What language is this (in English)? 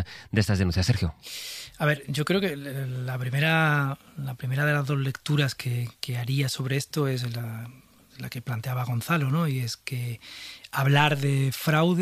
Spanish